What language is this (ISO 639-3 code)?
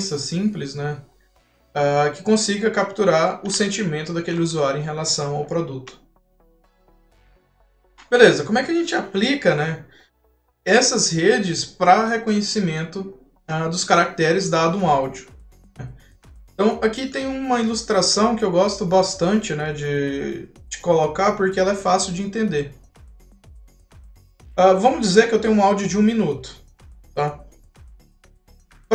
por